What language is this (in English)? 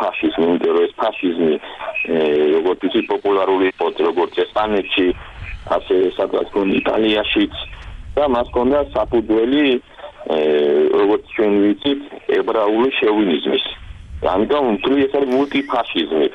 Georgian